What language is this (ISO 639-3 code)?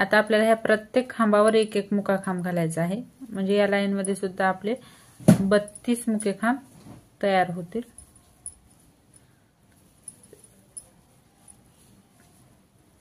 mar